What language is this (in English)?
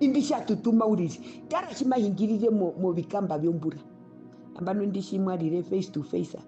Herero